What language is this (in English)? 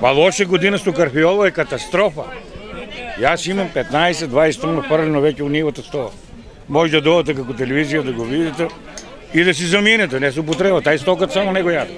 Macedonian